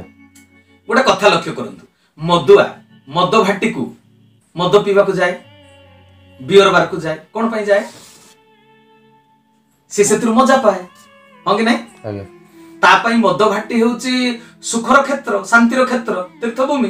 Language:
Odia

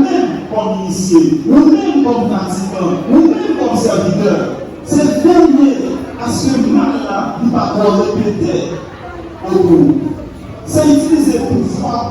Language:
Haitian Creole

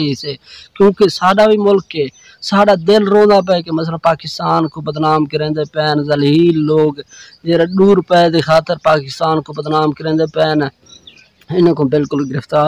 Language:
Saraiki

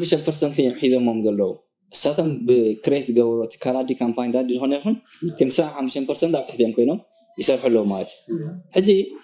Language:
Tigrinya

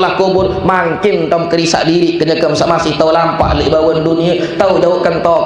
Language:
Sasak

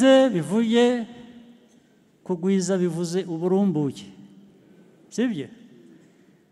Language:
Kinyarwanda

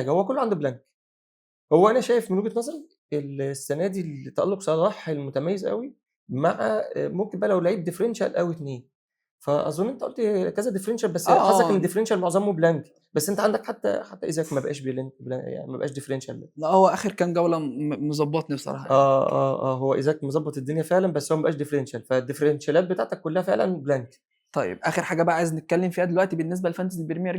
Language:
Egyptian Arabic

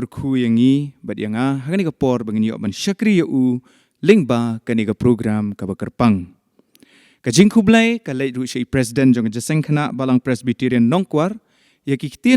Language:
Khasi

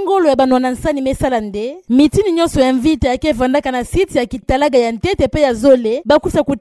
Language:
Kituba (Democratic Republic of Congo)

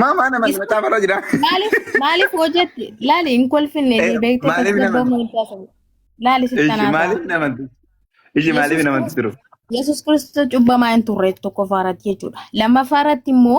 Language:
Oromo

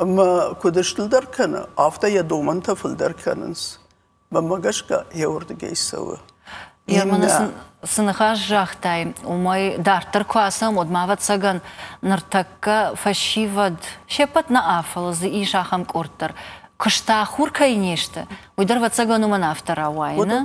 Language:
Ossetic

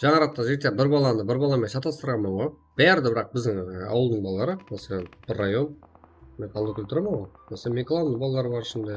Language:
Kara-Kalpak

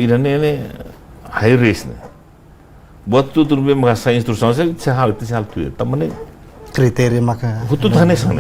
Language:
Tetum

